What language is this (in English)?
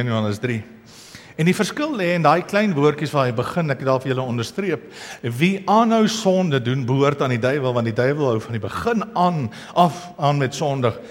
Afrikaans